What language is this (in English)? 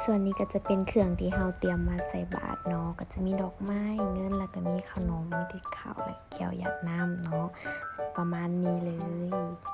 Lao